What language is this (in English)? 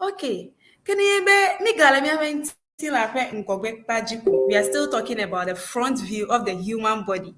Ewe